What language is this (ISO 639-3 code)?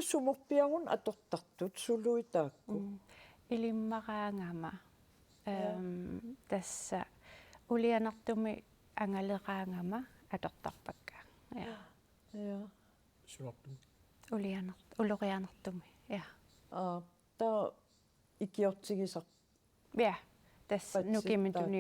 kal